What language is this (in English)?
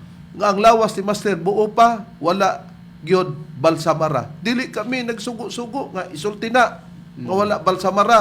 Cebuano